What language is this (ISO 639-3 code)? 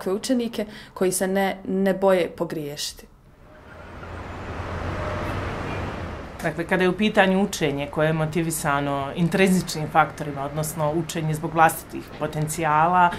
bos